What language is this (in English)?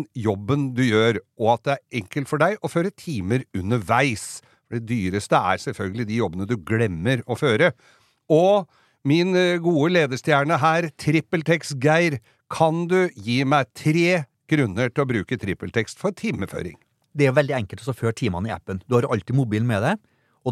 Norwegian